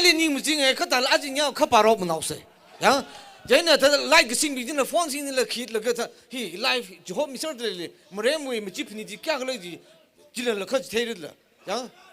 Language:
Tangkhul Naga (India)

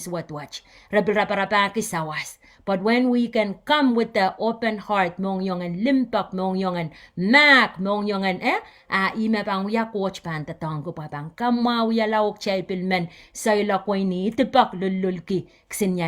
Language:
Pohnpeian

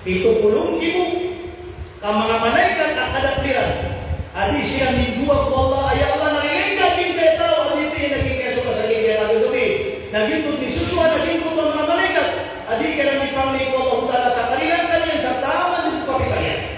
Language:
Maranao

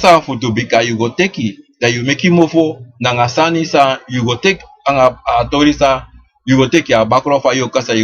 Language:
Sranan Tongo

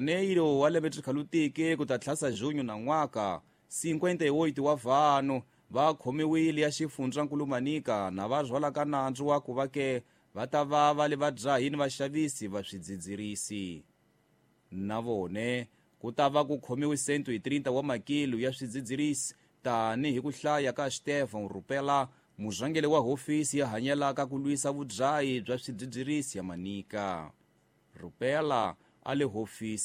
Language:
Tsonga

